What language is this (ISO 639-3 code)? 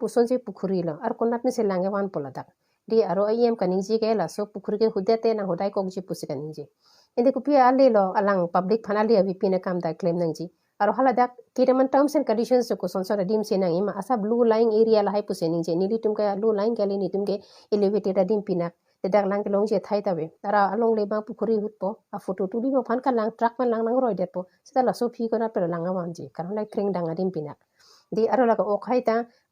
mjw